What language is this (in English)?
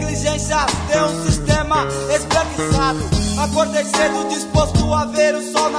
Portuguese